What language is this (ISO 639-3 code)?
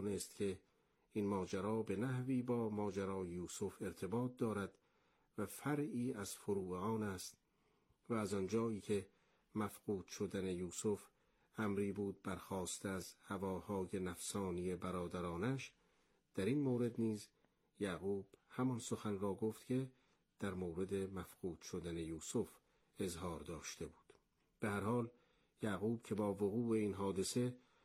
fas